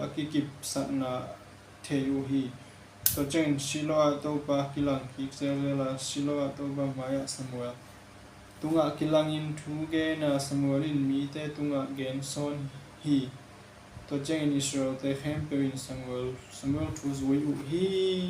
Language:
Tedim Chin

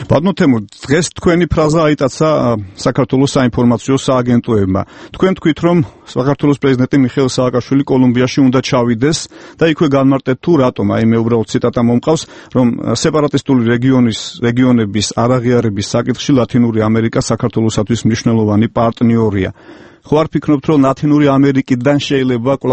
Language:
Georgian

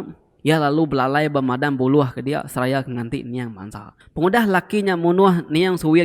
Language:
Iban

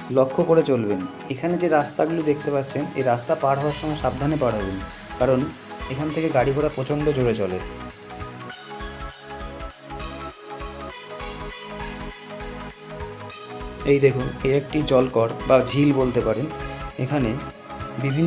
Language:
Bangla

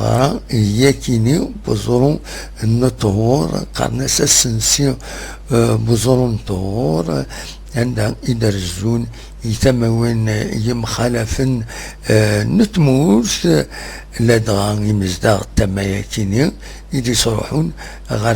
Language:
Kabyle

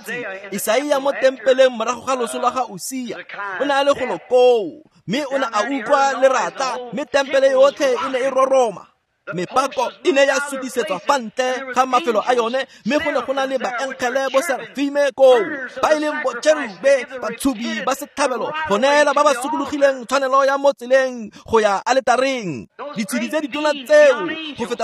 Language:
Tswana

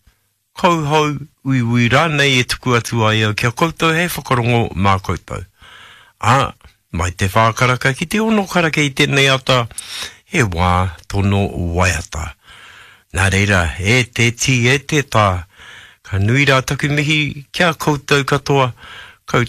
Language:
Māori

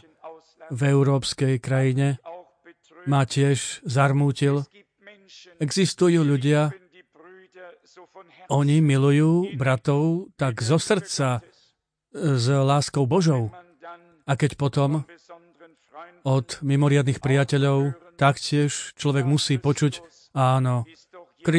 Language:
Slovak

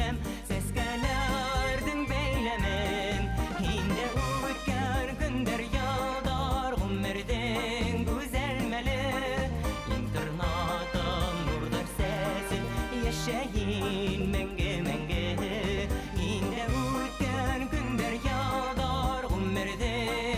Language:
Bashkir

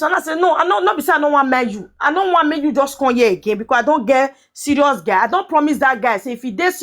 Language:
Nigerian Pidgin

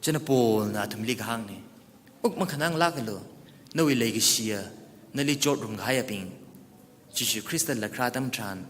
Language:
Tangkhul Naga (India)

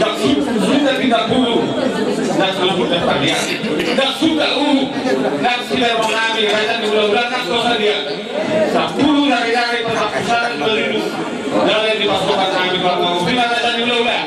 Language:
Batak Toba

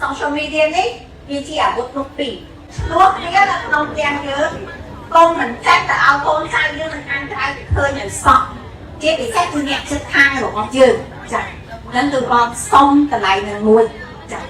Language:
Khmer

